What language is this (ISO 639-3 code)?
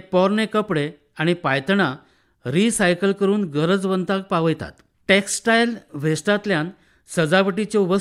kok